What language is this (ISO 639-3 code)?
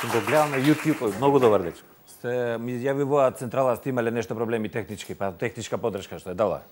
mkd